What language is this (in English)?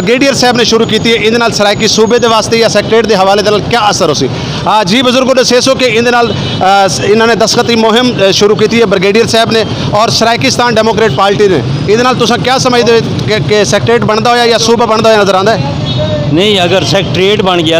Saraiki